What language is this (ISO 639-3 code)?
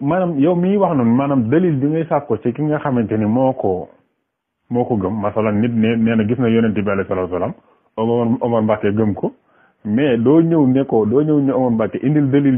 wol